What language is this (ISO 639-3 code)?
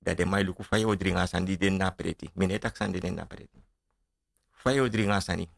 srn